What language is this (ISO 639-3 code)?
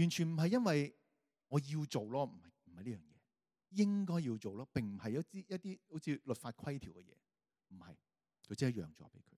yue